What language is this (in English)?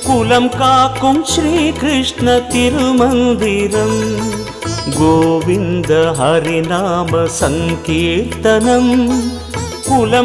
Tamil